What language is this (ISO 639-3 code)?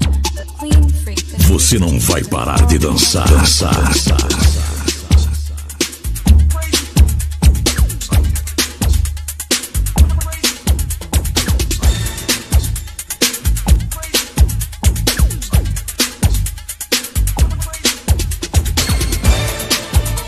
por